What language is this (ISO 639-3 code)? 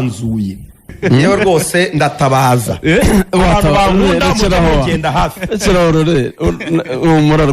kin